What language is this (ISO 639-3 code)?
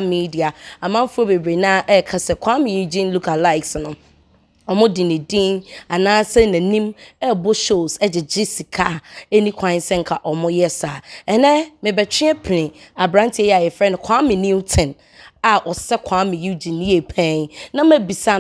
aka